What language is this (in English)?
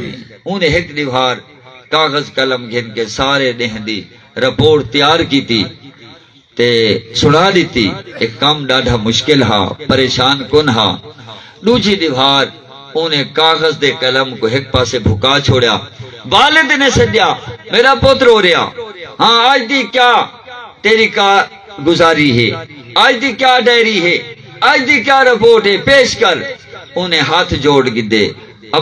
Saraiki